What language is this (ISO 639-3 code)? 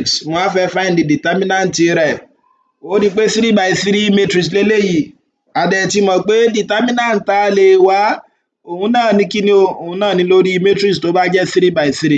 yor